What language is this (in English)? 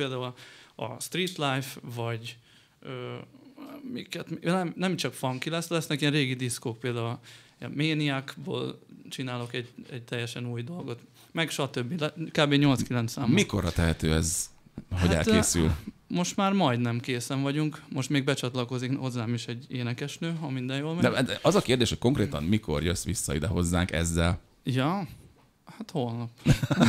Hungarian